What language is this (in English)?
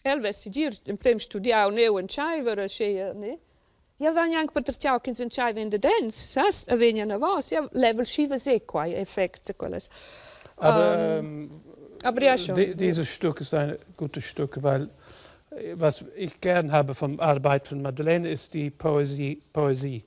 Romansh